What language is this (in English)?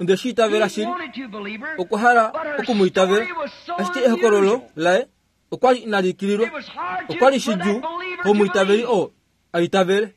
Kuanyama